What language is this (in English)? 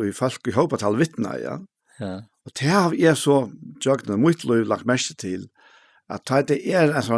Faroese